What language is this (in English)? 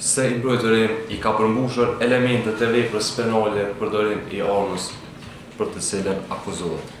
Albanian